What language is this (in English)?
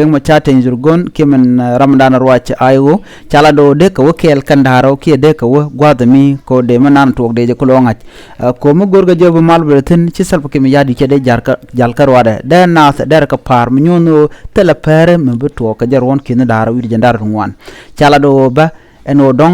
Nuer